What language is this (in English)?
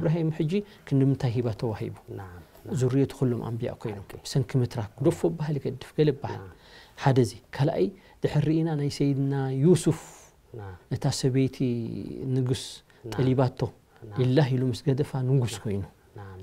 Tigrinya